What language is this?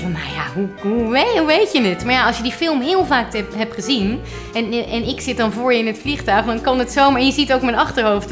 Dutch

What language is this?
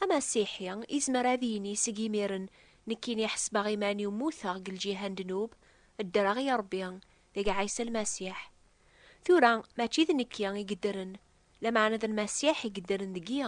Kabyle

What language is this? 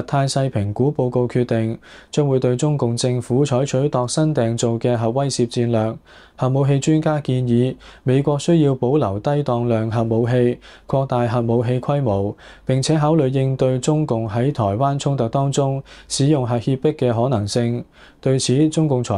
Cantonese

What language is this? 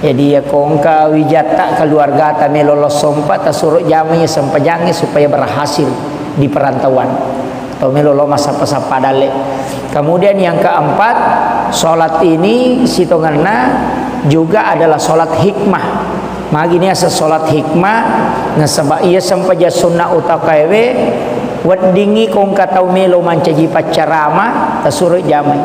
Buginese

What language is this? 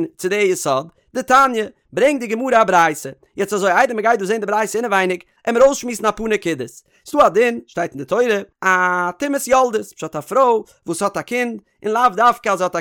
Yiddish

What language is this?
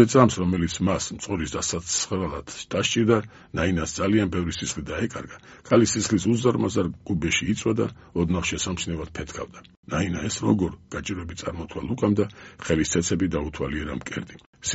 Georgian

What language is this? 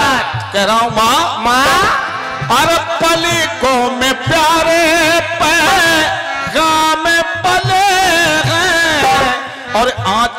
Hindi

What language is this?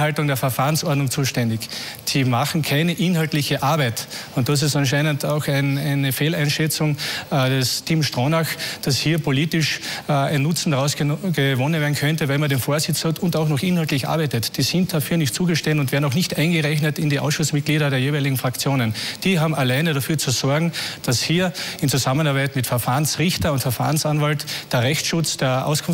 German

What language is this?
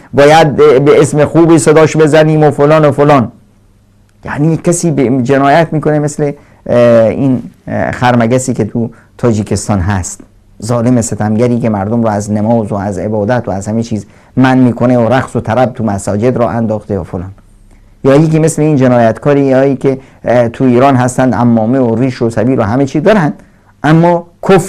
Persian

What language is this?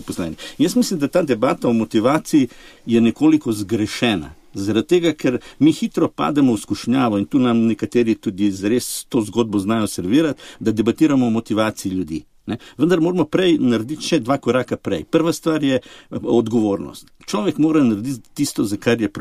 Slovenian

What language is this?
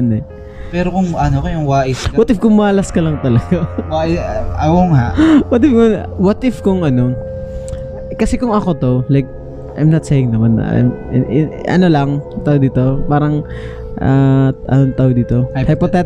Filipino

